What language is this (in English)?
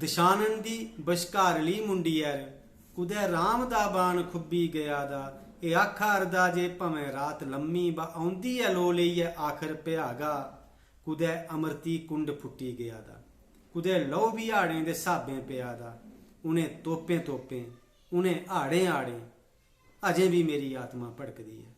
Dogri